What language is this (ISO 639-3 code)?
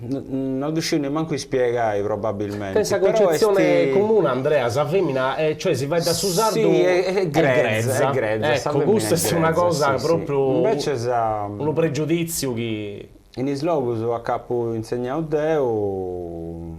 srd